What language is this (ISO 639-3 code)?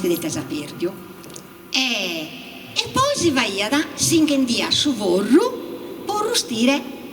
srd